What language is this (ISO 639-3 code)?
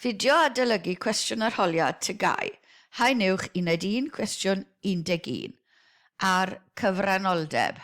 cym